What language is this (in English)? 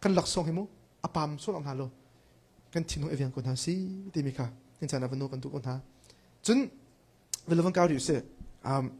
Hakha Chin